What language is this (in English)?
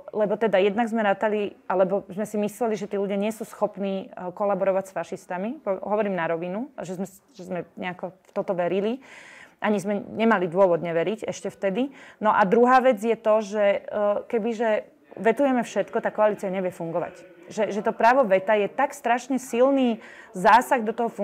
Slovak